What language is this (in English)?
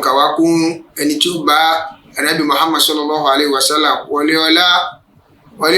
Yoruba